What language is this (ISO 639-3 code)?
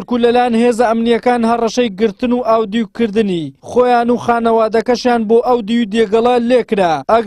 ckb